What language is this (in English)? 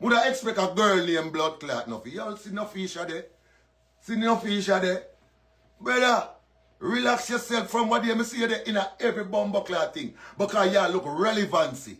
Jamaican Creole English